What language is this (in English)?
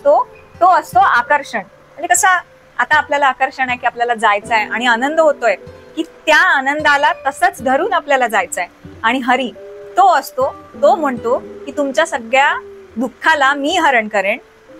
Marathi